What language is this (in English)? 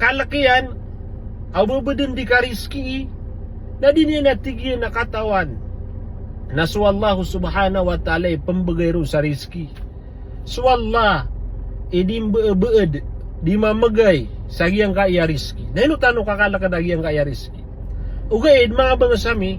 Maranao